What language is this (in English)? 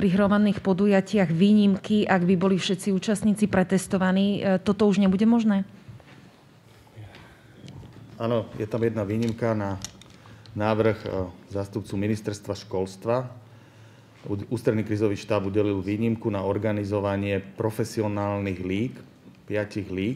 Slovak